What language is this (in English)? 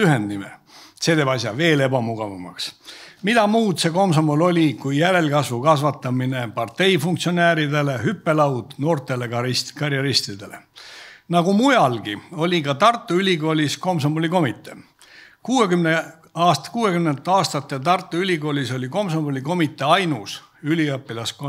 Estonian